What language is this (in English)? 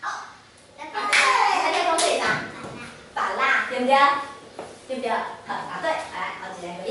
Min Nan Chinese